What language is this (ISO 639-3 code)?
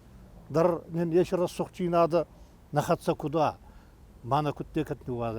oss